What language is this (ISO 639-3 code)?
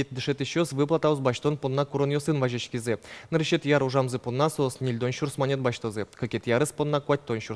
udm